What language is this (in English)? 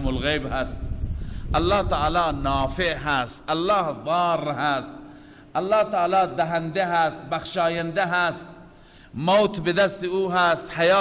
Persian